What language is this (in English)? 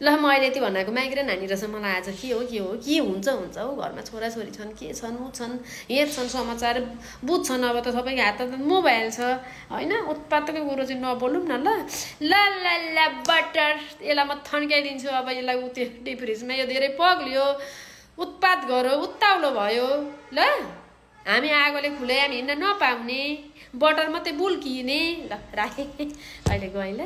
Nepali